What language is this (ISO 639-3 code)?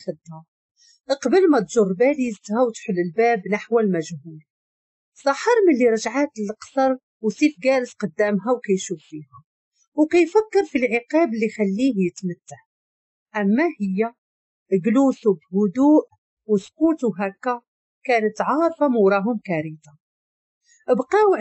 ary